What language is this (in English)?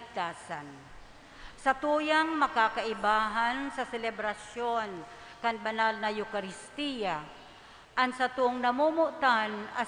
Bikol